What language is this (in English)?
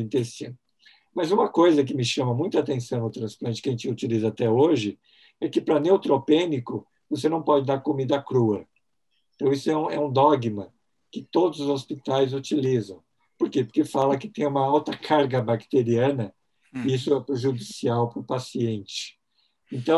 Portuguese